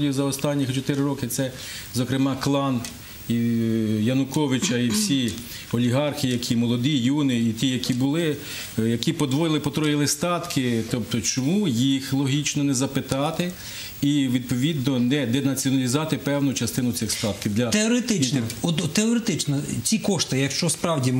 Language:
Ukrainian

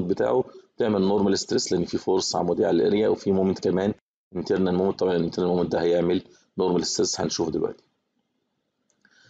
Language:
Egyptian Arabic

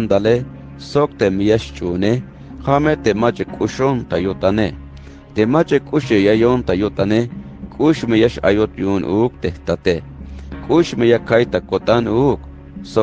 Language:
Tzeltal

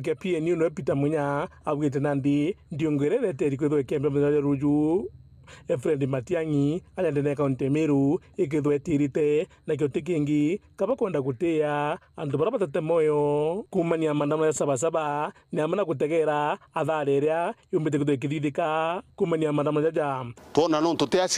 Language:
Meru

